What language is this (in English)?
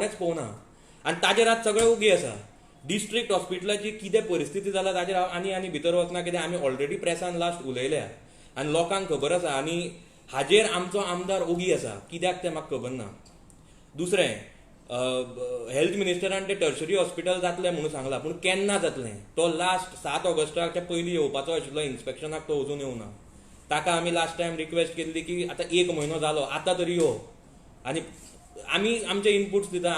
Konkani